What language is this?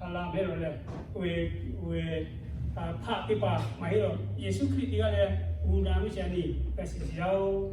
Lahu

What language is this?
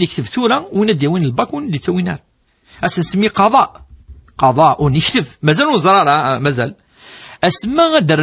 Kabyle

